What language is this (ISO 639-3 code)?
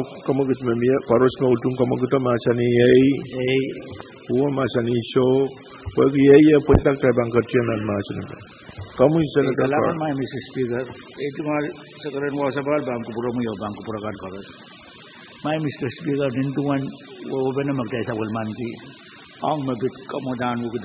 pon